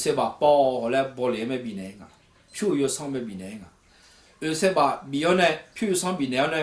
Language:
Akha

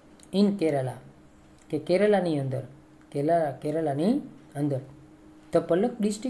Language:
Gujarati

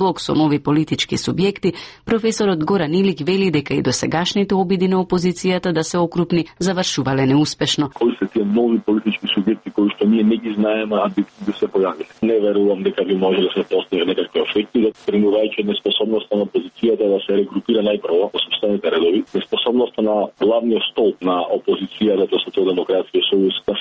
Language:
Macedonian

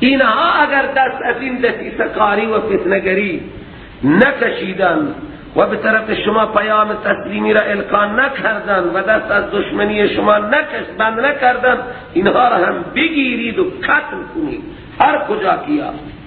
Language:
Persian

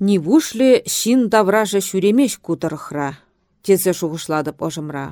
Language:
Chuvash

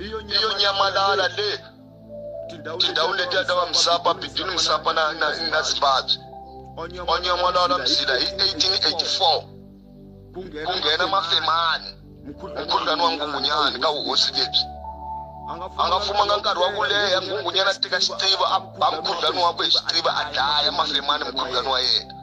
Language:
Tsonga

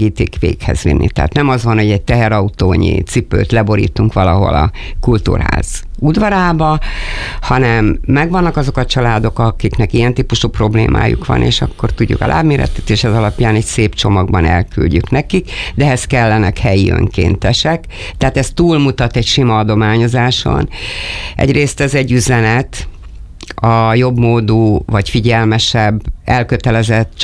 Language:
Hungarian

